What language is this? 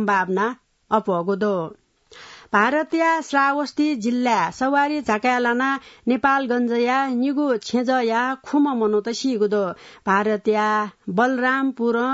Newari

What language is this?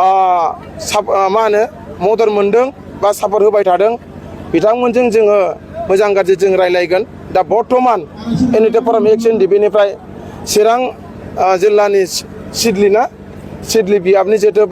Bodo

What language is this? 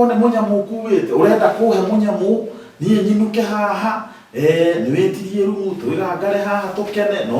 Kikuyu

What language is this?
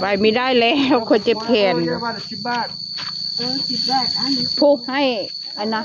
Northeastern Thai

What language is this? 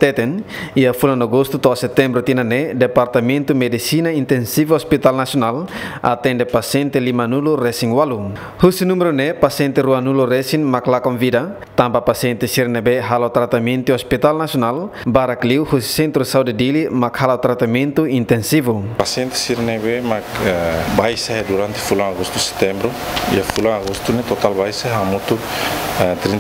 Tetum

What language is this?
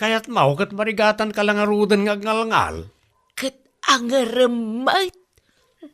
Iloko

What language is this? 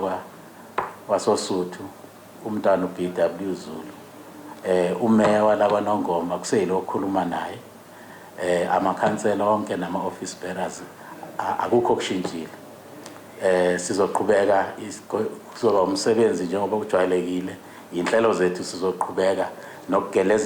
Zulu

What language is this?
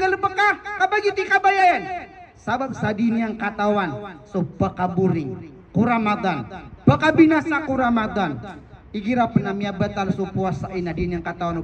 Maranao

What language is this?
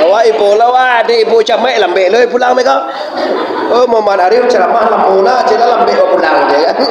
Minangkabau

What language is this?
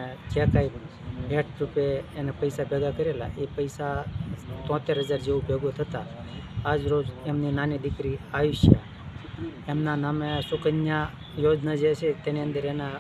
Gujarati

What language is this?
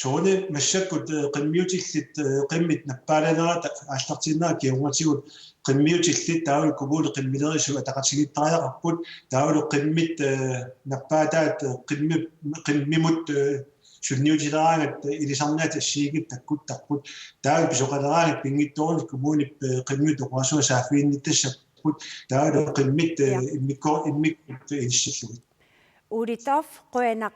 Kalaallisut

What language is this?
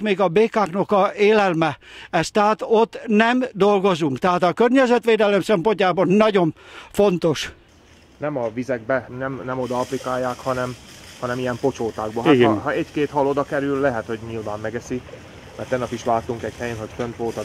Hungarian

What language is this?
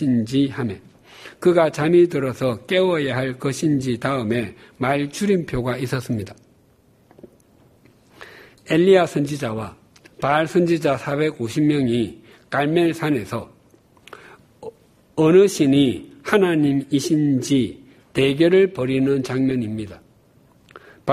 Korean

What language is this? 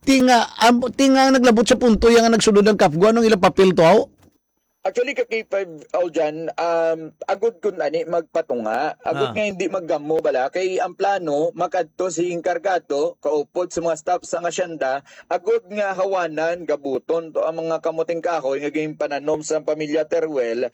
Hiligaynon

